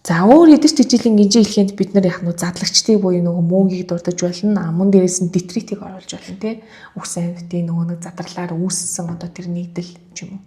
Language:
Mongolian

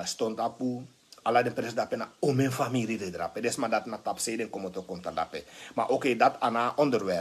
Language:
Sranan Tongo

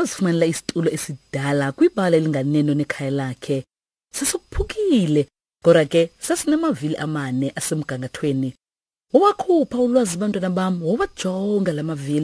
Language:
Xhosa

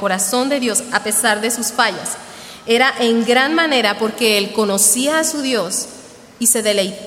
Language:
Spanish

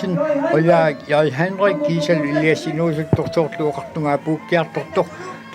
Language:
Kalaallisut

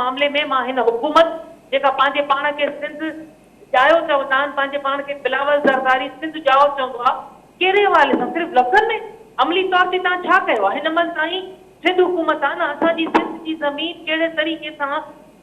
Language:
Sindhi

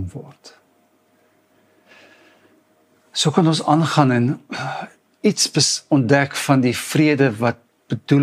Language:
Afrikaans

